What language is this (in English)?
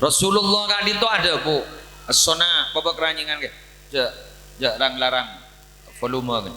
Madurese